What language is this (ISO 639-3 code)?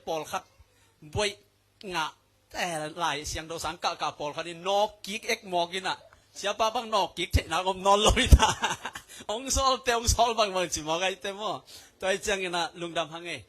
ctd